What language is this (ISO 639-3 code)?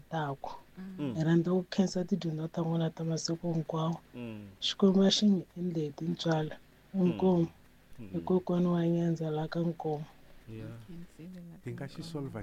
tso